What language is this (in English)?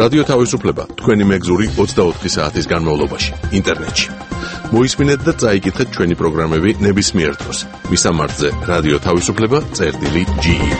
Georgian